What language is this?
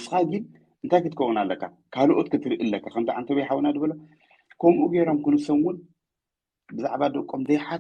Tigrinya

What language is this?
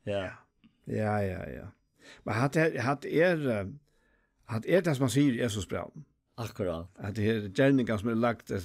Faroese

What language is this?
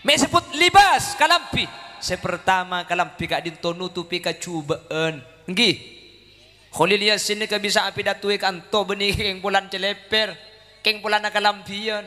Madurese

